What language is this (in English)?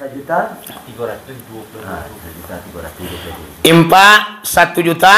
Minangkabau